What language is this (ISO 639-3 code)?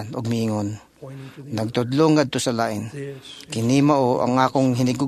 ceb